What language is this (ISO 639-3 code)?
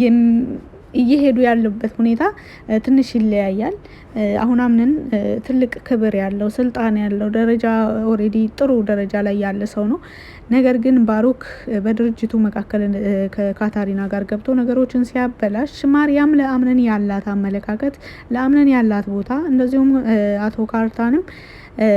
amh